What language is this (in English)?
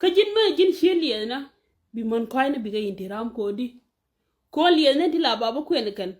Nuer